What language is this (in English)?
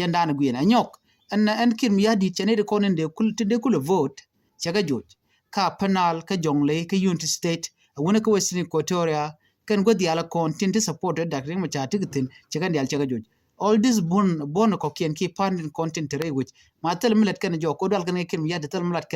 Nuer